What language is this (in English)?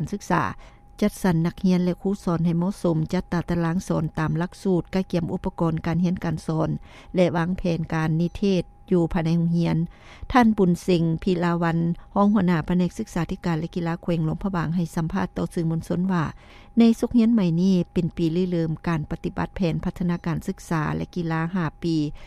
Lao